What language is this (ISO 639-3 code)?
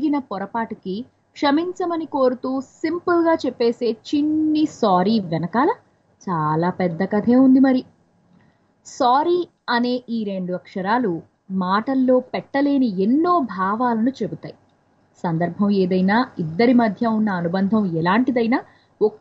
tel